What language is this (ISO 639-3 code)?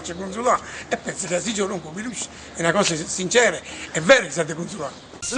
nap